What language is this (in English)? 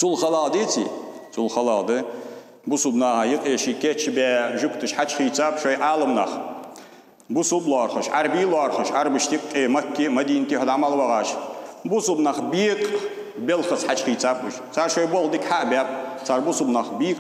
Ingush